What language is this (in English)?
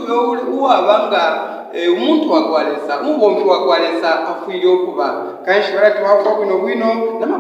Bemba